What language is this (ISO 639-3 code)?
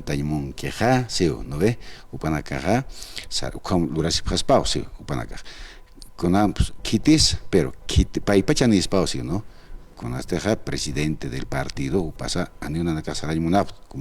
aym